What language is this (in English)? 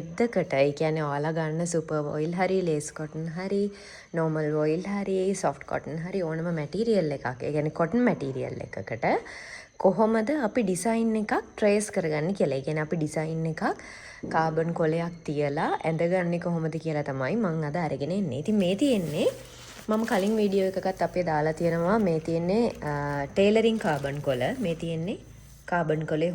Sinhala